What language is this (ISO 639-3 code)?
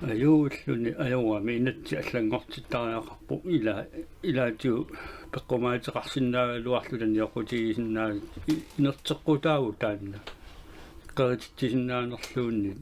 kal